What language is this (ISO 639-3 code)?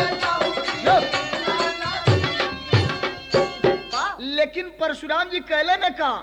bho